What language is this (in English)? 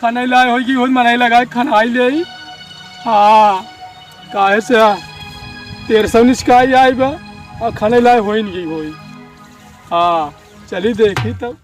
Awadhi